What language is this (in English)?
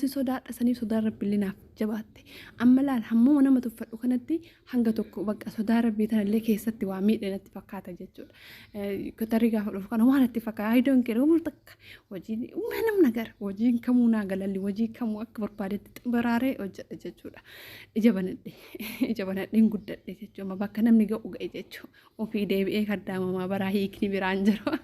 Oromo